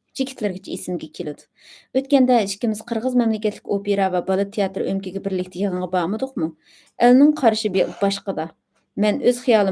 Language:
Uyghur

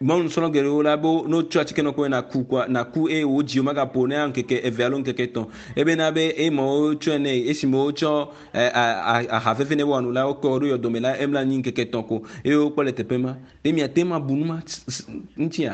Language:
Ewe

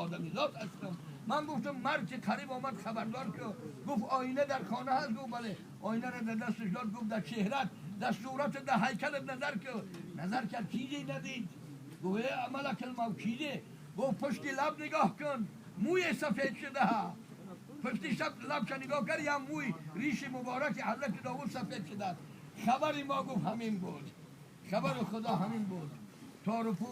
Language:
Tajik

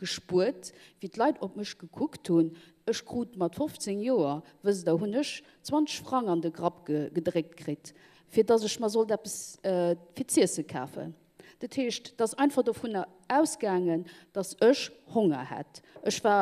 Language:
Luxembourgish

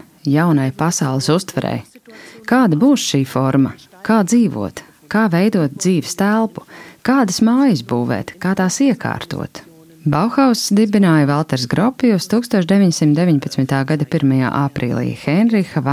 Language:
Latvian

